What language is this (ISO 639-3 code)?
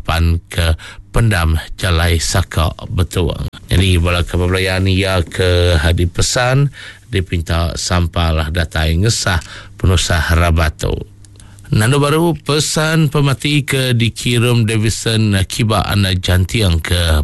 iba